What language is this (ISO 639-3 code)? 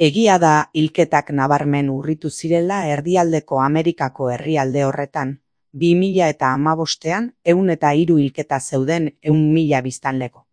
eus